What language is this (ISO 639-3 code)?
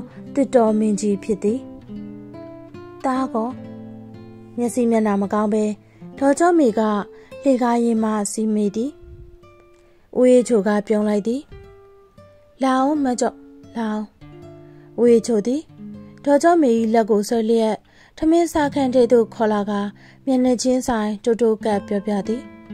mya